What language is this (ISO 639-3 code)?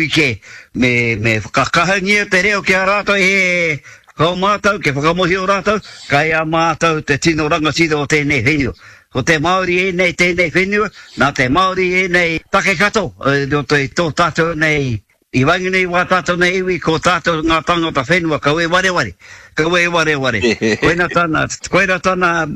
mri